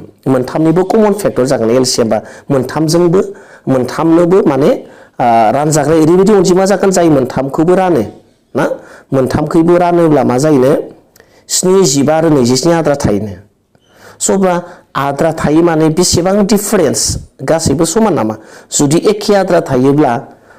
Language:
Bodo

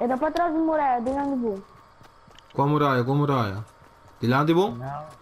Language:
Papiamento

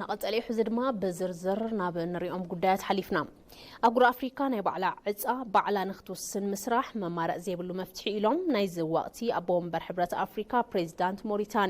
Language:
Tigrinya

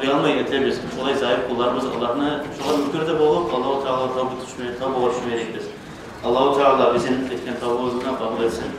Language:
Kumyk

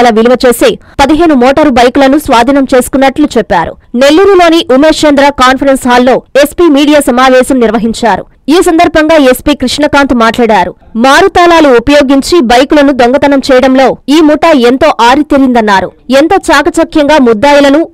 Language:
Telugu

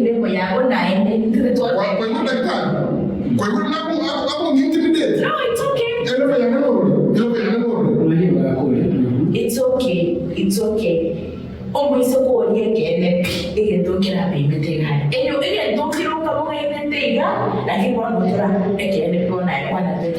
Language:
Gusii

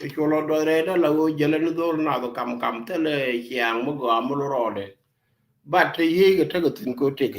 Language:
Nuer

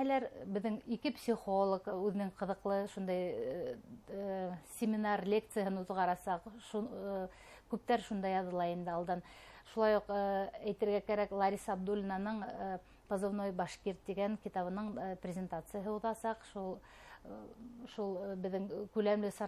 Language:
Bashkir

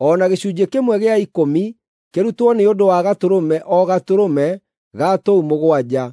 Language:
Kikuyu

